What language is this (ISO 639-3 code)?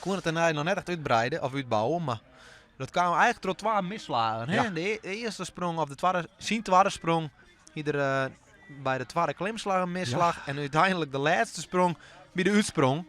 fry